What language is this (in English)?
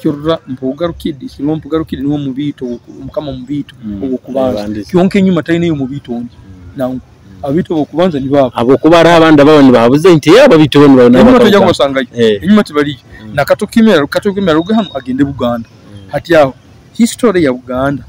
Nyoro